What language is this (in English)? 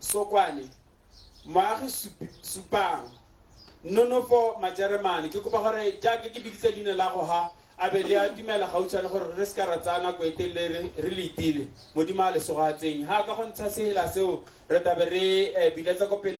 Tswana